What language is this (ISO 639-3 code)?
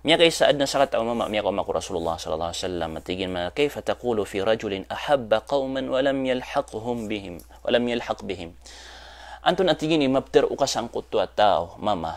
mrw